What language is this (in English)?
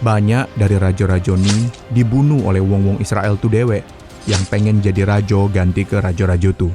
Musi